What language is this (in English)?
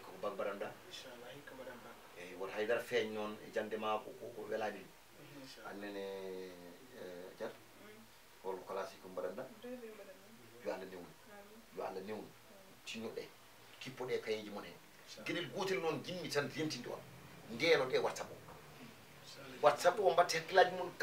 Fula